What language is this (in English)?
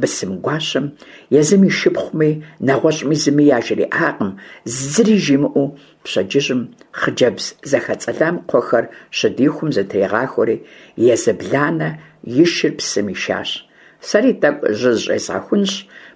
Kabardian